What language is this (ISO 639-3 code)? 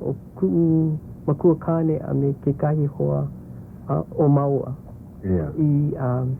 haw